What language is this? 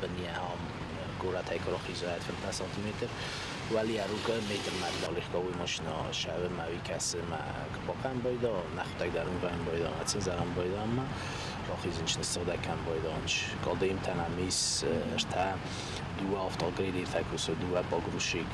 Ossetic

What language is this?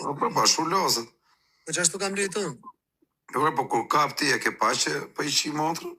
Albanian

